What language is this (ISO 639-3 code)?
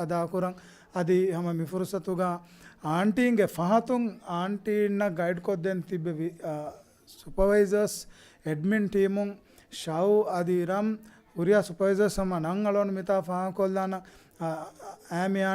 div